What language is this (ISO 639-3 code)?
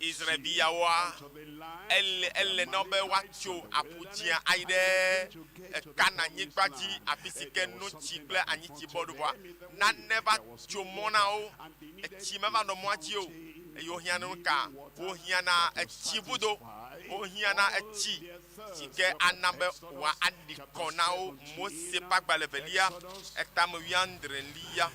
ewe